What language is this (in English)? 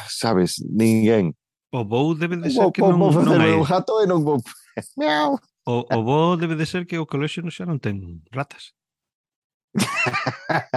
Galician